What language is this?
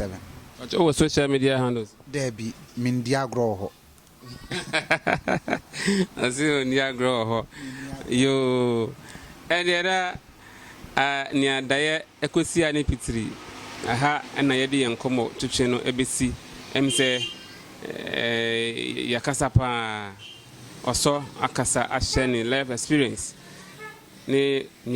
Akan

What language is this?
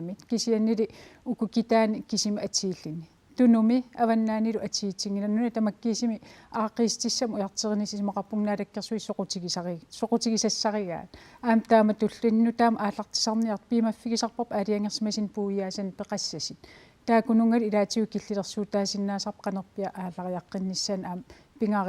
Kalaallisut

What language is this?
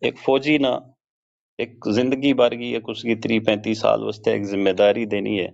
Gujari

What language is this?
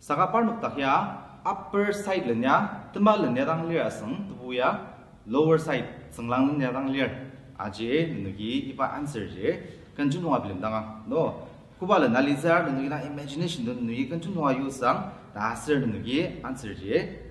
Ao Naga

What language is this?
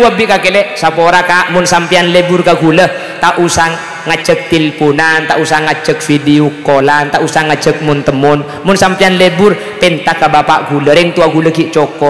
Madurese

